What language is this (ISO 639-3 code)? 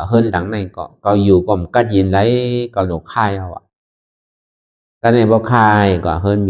shn